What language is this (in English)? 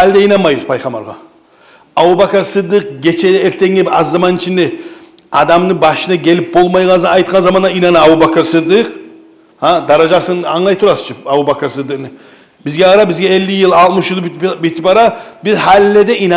Kumyk